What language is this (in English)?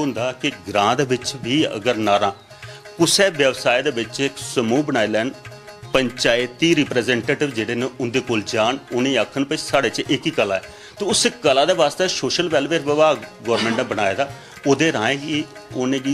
Dogri